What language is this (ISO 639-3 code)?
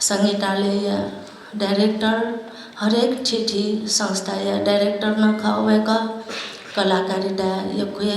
new